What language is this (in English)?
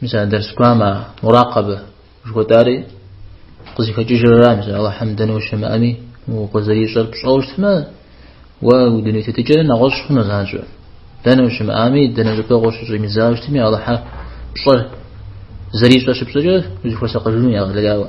Kabardian